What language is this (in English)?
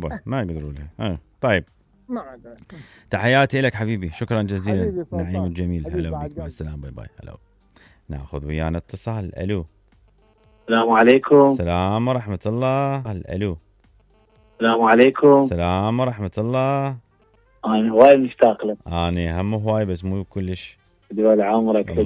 Mesopotamian Arabic